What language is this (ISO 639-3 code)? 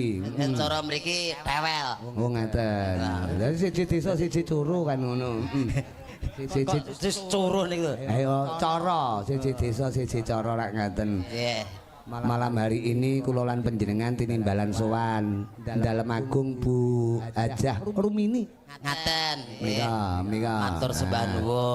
jav